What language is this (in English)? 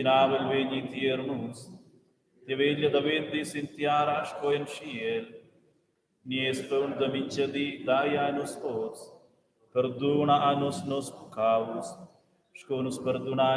Romansh